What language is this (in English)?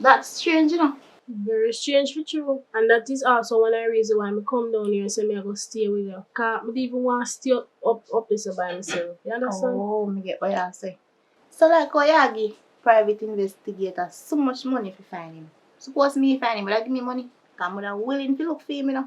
Jamaican Creole English